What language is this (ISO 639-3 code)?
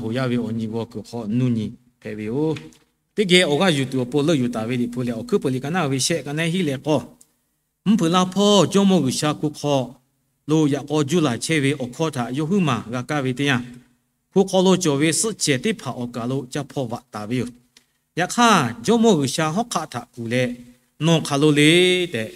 lhu